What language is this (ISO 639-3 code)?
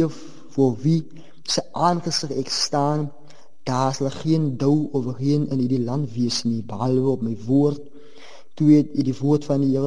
afr